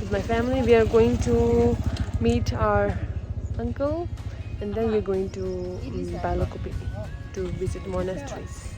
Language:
Tibetan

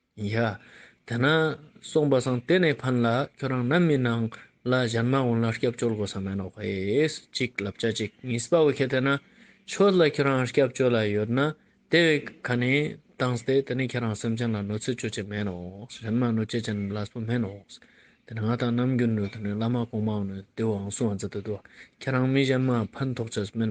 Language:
Ladakhi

